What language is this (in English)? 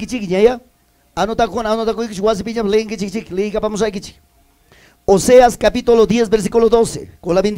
Ayacucho Quechua